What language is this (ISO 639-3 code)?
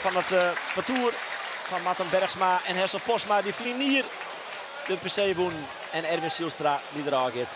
fry